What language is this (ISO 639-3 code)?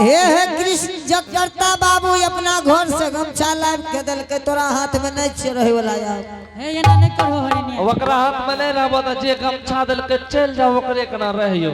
anp